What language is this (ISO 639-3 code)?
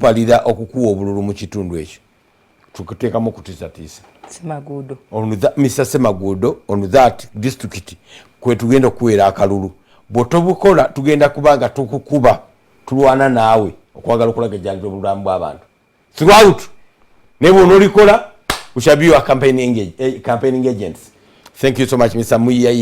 lug